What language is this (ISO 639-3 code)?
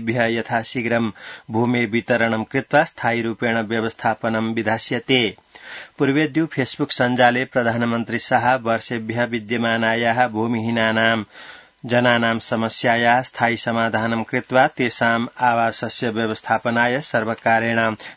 san